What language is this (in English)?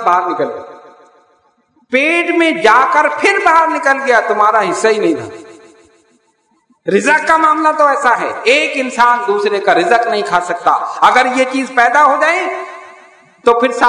Urdu